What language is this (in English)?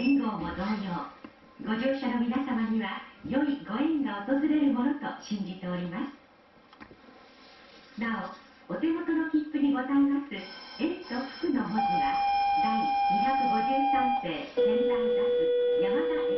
Japanese